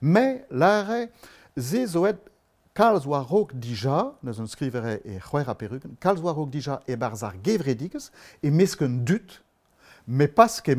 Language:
Breton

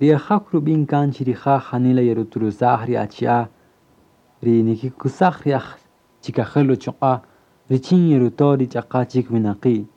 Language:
Kaqchikel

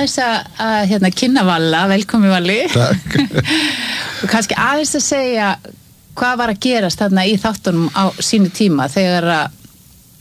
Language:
Icelandic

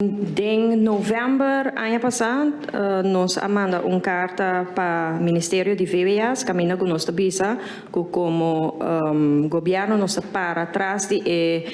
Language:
Papiamento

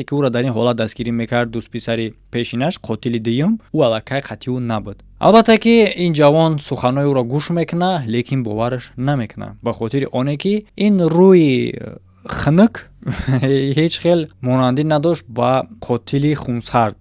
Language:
Tajik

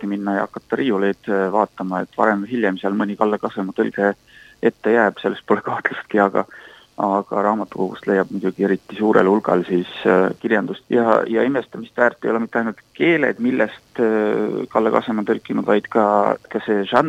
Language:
Estonian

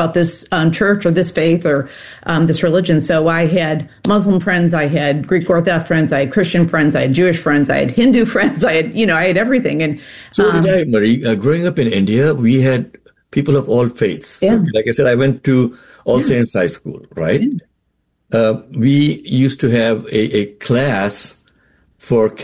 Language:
English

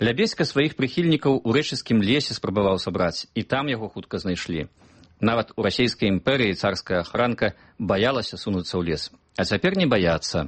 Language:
Belarusian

